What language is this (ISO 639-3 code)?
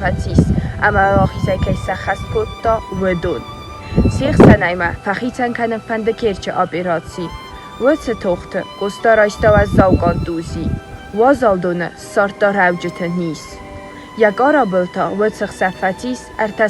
oss